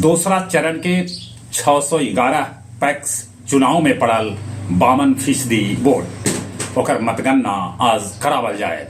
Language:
Magahi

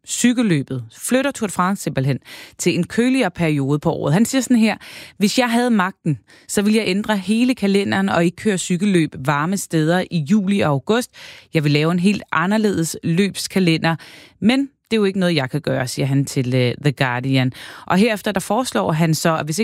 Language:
Danish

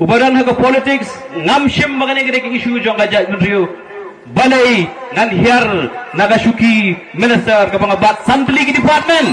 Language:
Khasi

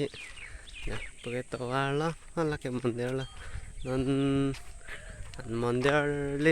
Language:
Karbi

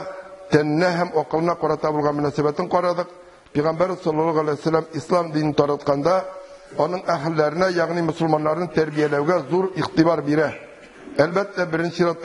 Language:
Tatar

